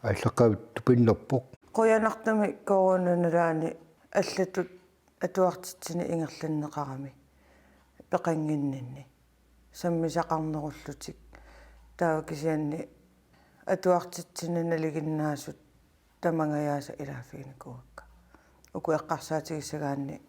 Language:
Kalaallisut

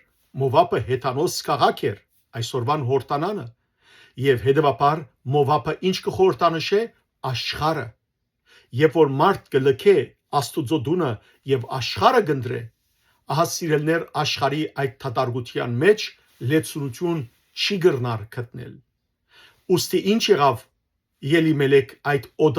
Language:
Western Armenian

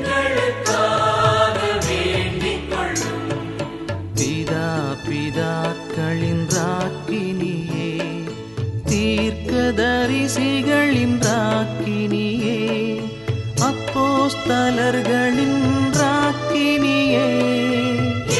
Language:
Tamil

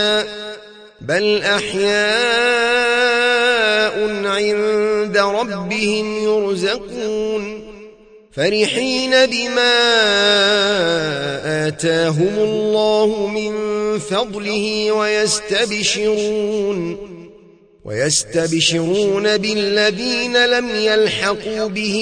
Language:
Arabic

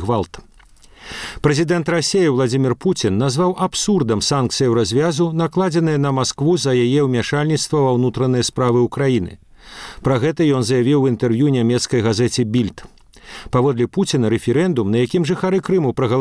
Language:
Belarusian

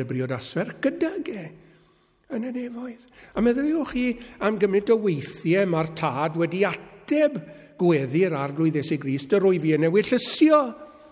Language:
Welsh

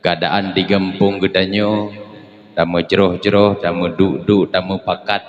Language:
Achinese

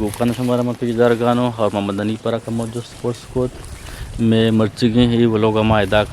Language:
Eastern Balochi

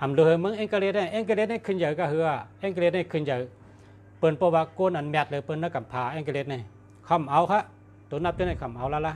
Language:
Shan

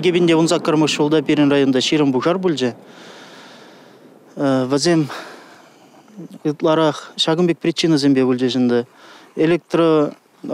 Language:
Chuvash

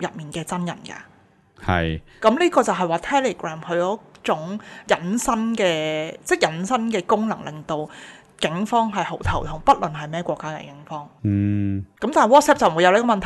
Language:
Cantonese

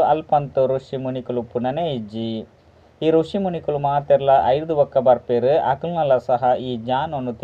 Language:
Tulu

